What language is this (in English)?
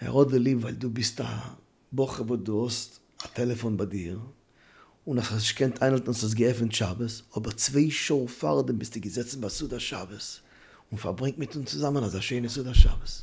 Yiddish